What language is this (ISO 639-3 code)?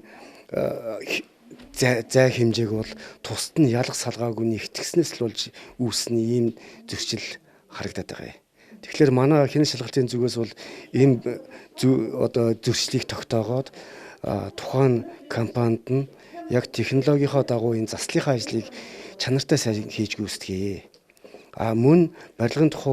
mon